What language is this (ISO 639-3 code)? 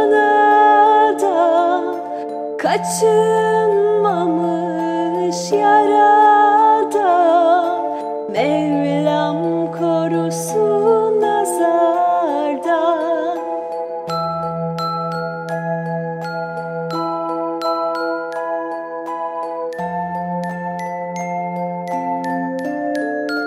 tur